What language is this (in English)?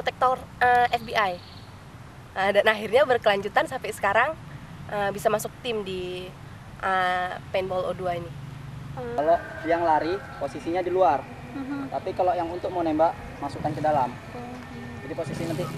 Indonesian